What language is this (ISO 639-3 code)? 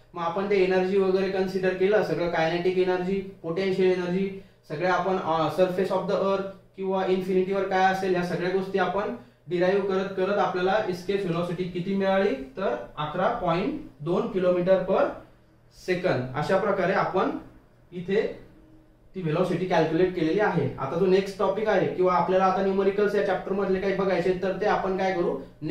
mar